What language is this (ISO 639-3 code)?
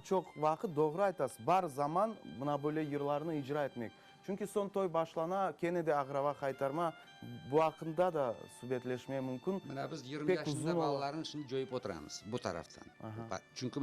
crh